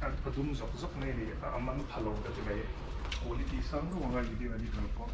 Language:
Mizo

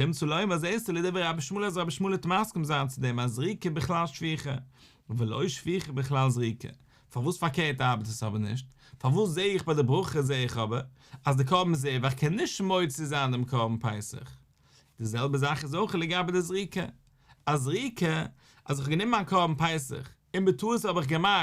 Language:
Yiddish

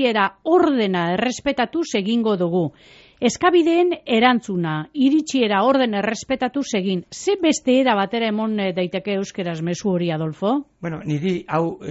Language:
Basque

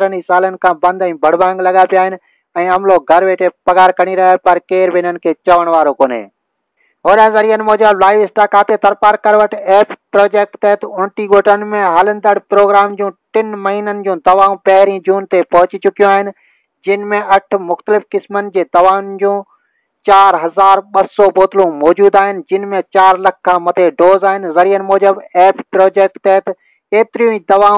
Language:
Sindhi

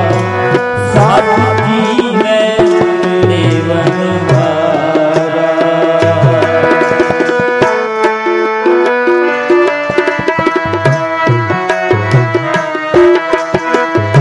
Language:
Punjabi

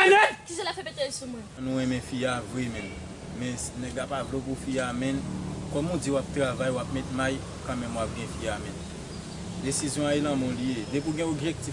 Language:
Haitian Creole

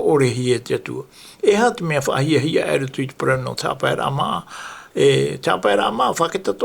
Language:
Tahitian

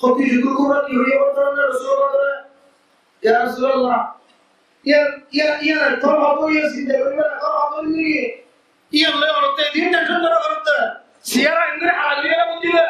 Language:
Rohingya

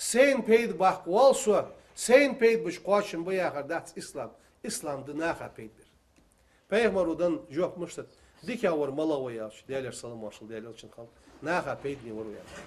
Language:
Ingush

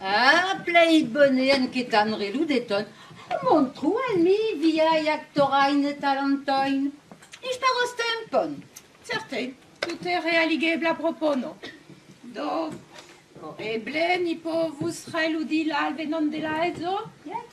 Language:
Esperanto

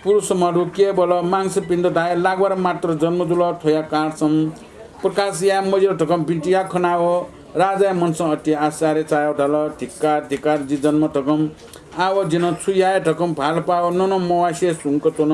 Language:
Newari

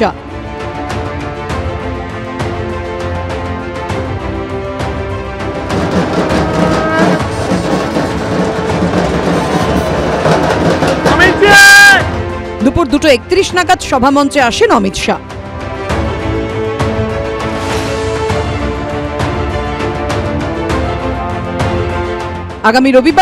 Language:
Bangla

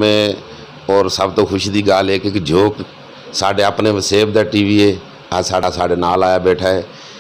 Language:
Saraiki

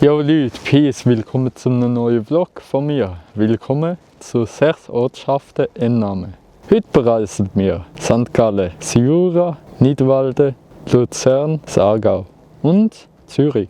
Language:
Swiss German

